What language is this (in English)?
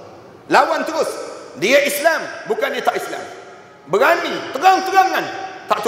Malay